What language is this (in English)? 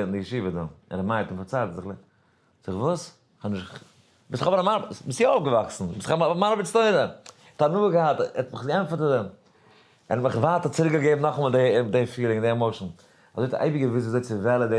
Yiddish